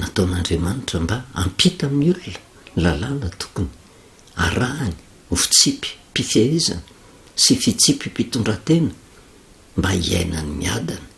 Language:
Malagasy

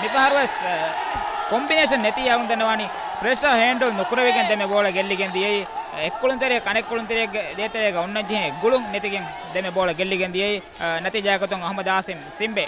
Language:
Divehi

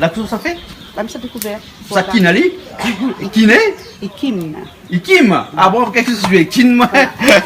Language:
Réunion Creole French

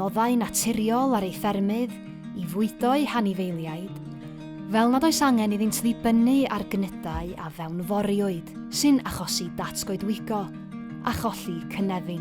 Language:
Welsh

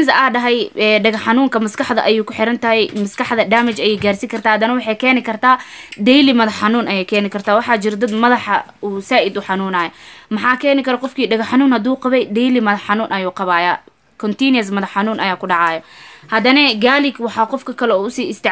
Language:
Somali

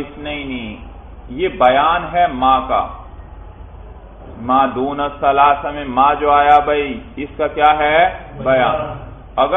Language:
Urdu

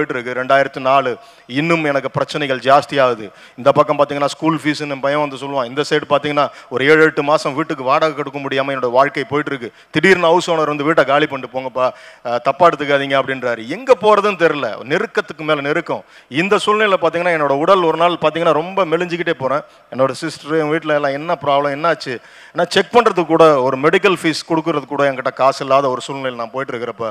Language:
Tamil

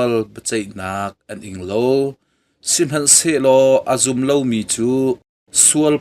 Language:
Hakha Chin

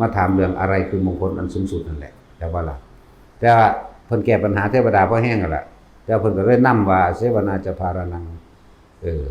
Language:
Northeastern Thai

